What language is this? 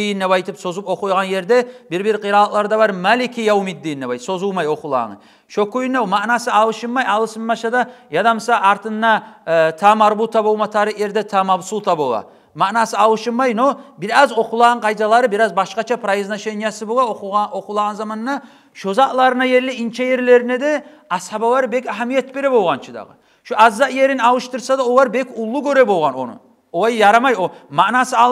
Kumyk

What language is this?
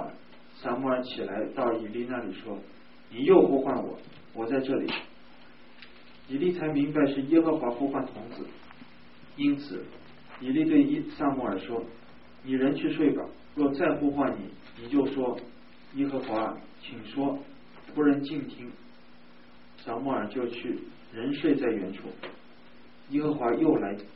Chinese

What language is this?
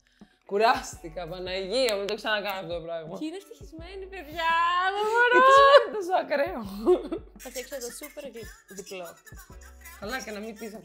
Greek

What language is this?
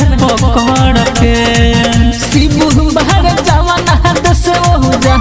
Bhojpuri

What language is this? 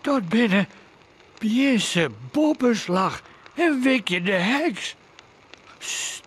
Western Frisian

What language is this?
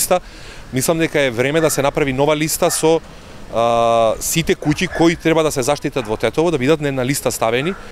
Macedonian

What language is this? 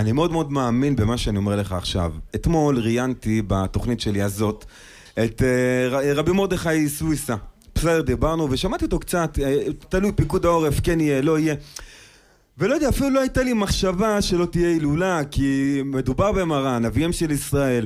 Hebrew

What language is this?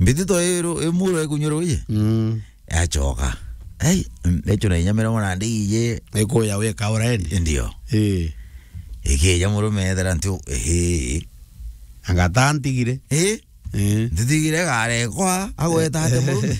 Meru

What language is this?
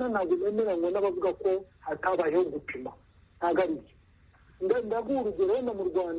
Kinyarwanda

